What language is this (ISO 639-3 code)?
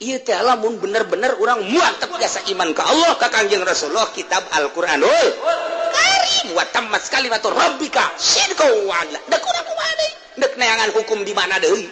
sun